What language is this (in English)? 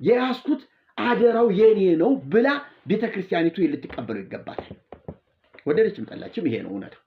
Amharic